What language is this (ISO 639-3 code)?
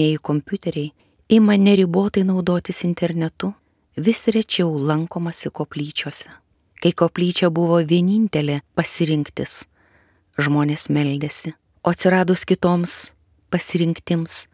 lit